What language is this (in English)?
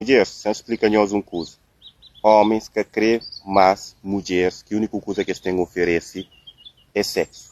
Kabuverdianu